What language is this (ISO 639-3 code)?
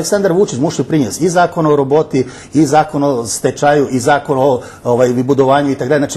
rue